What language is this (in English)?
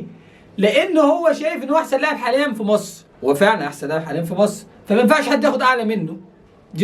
Egyptian Arabic